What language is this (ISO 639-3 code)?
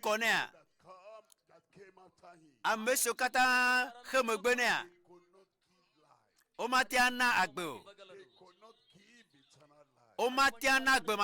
ewe